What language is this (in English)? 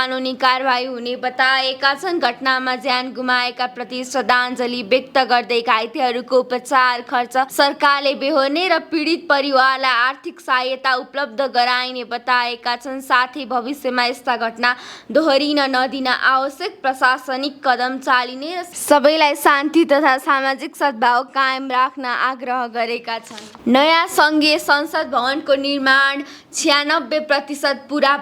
Nepali